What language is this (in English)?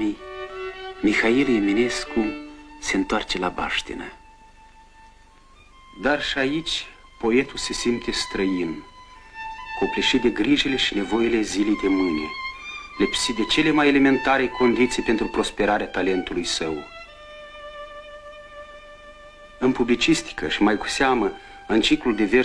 Romanian